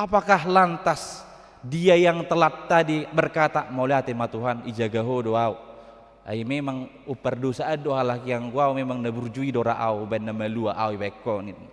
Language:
Batak Toba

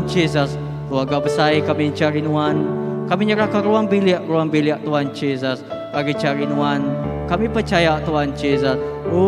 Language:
Iban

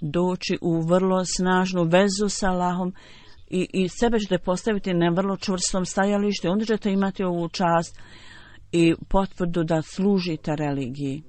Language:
Bosnian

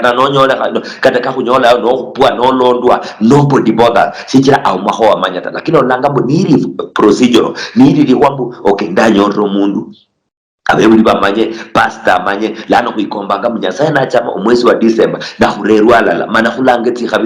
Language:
Luyia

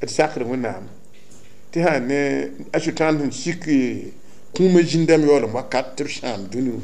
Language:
Mossi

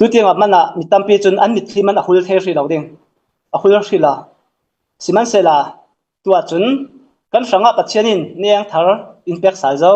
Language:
Hakha Chin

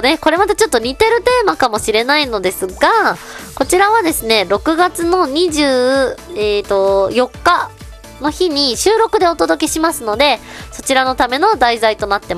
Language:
Japanese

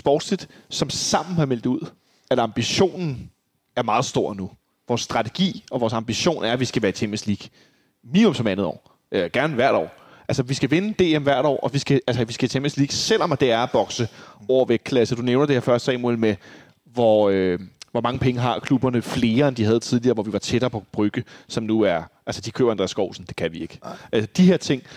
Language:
Danish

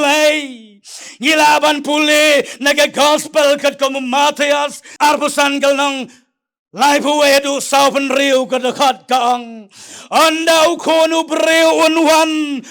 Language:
Khasi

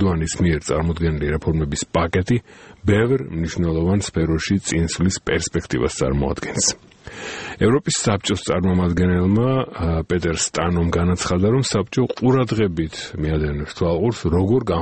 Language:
Georgian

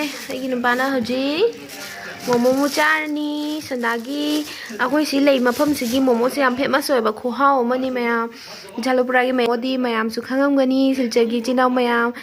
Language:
Manipuri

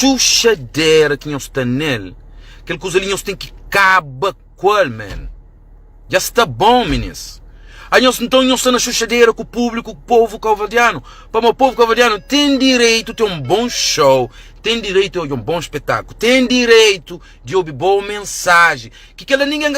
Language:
Kabuverdianu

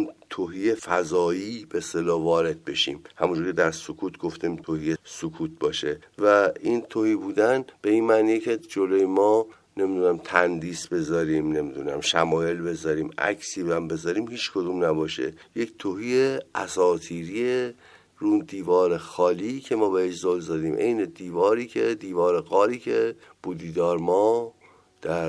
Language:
Persian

